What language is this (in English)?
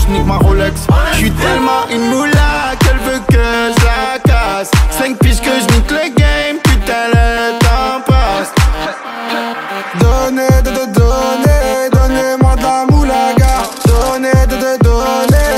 French